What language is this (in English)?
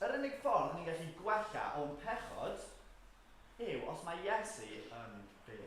Welsh